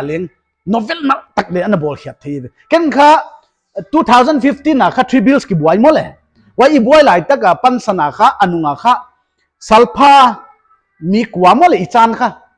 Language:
Paite Chin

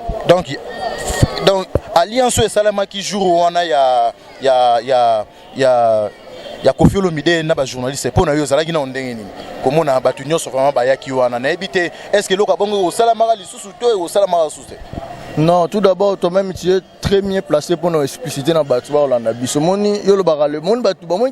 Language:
Lingala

